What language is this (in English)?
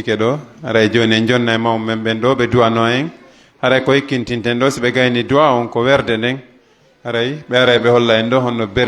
Pular